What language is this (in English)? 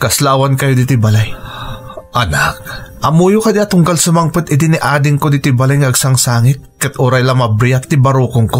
Iloko